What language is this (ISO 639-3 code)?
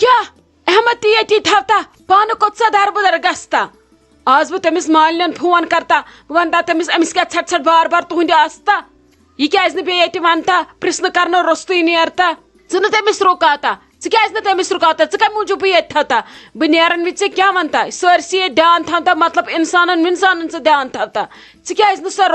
kas